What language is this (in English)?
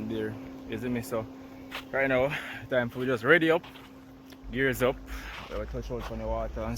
Jamaican Creole English